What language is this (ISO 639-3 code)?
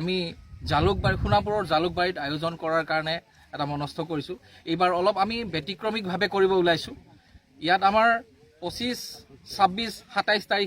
asm